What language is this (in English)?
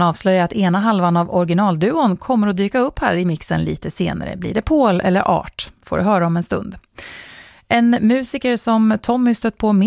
Swedish